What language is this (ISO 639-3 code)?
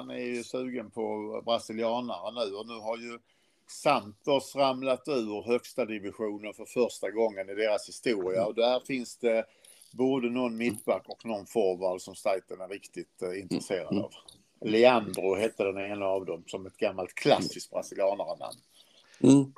swe